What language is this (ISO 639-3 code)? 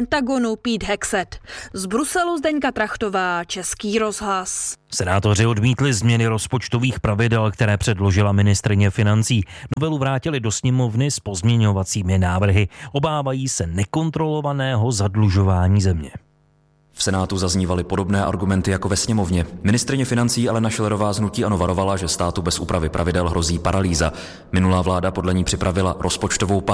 ces